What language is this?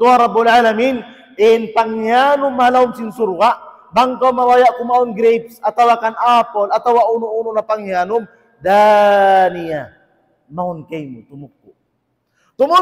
Tausug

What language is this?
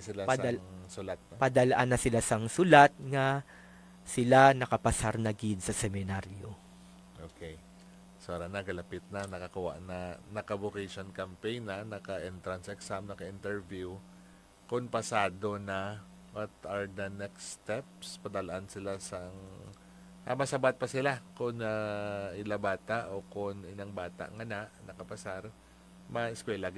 Hiligaynon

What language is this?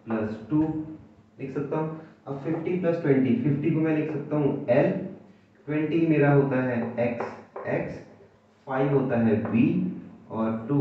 Hindi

